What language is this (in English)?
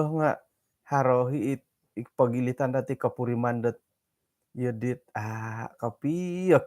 Central Dusun